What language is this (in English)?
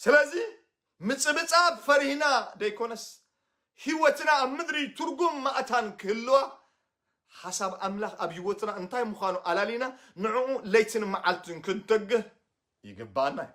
Tigrinya